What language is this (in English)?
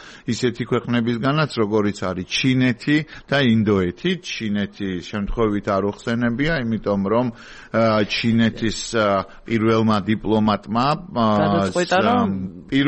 Georgian